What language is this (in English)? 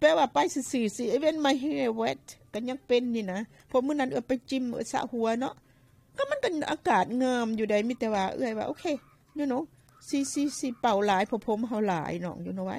Lao